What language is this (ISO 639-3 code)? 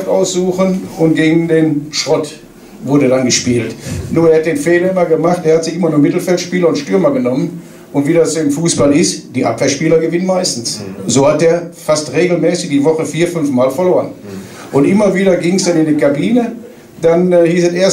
deu